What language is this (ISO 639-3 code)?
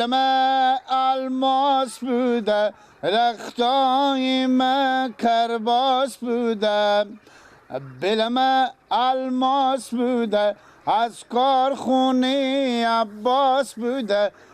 fas